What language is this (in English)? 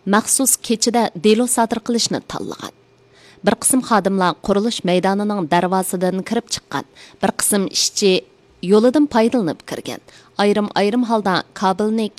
Uyghur